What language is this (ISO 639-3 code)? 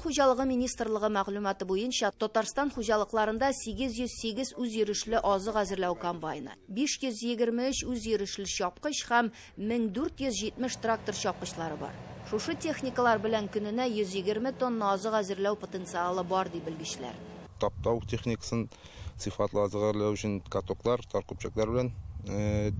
tat